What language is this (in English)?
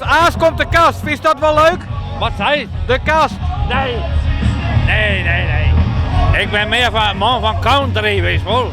Western Frisian